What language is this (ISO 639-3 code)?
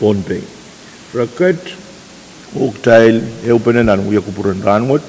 pon